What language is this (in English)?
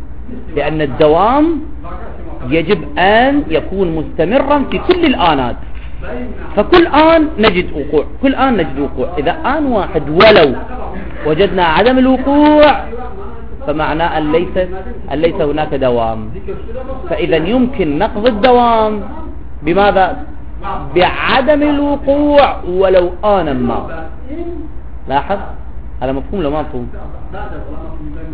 Arabic